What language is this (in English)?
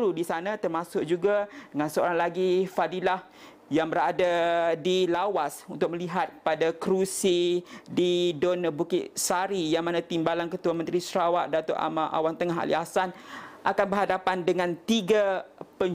Malay